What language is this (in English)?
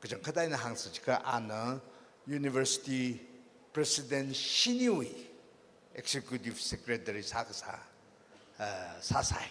Tangkhul Naga (India)